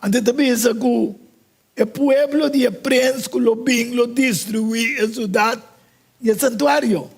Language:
Papiamento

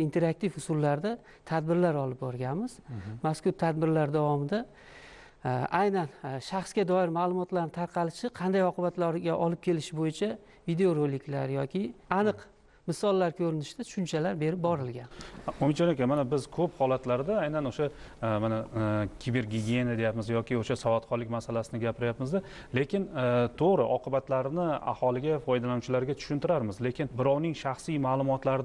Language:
Uzbek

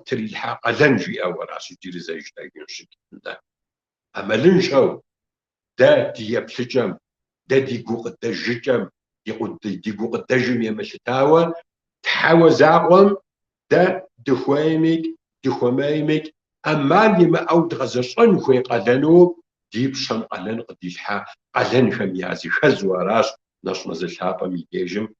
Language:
Kabardian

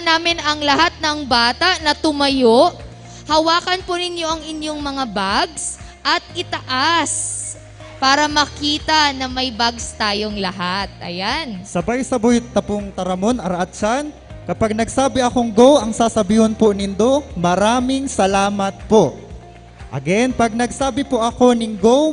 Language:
Bikol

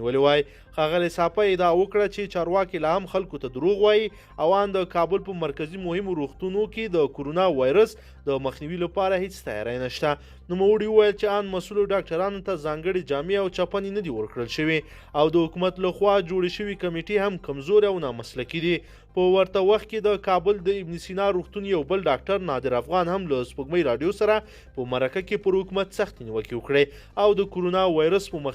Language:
Pashto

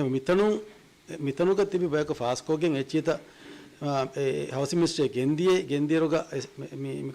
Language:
Divehi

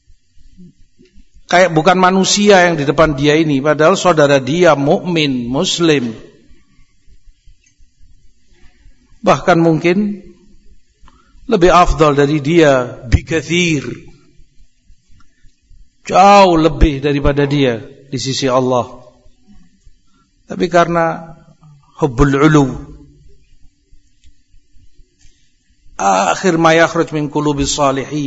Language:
Indonesian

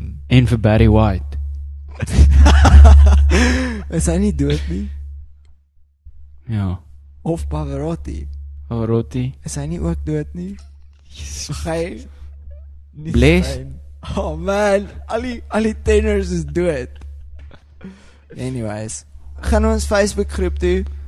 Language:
Afrikaans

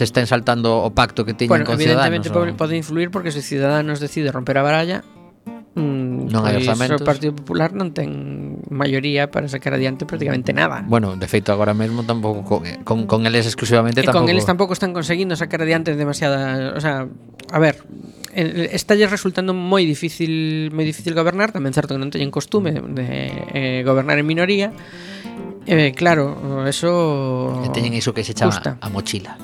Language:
Galician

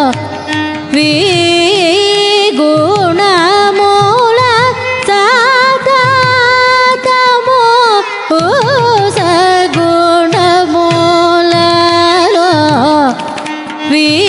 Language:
Telugu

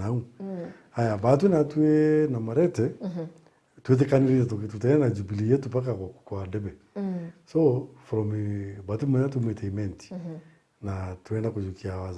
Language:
Meru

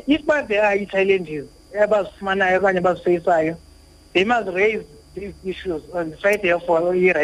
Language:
Xhosa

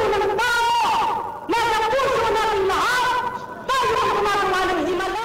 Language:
Filipino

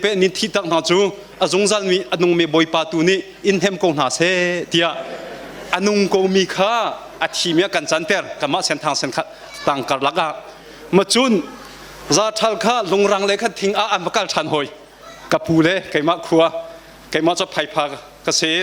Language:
Hakha Chin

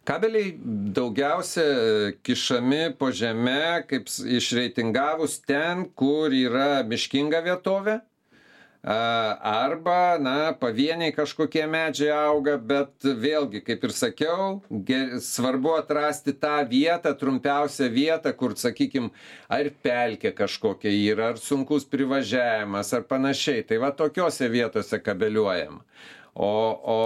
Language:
Lithuanian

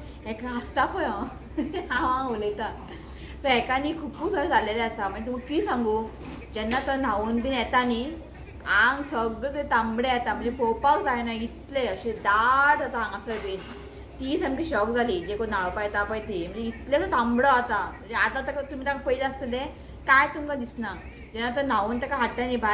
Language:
Konkani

